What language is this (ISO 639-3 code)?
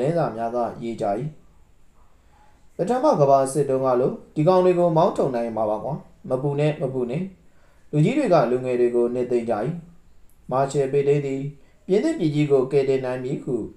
mya